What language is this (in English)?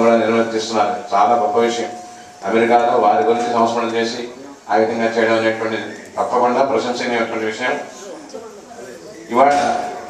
Telugu